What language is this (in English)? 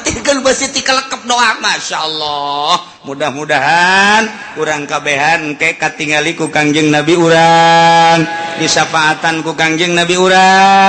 Sundanese